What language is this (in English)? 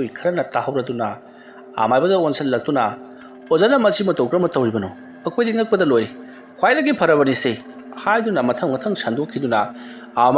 Manipuri